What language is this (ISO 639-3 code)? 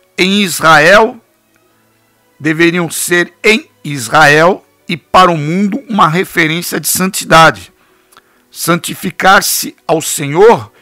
por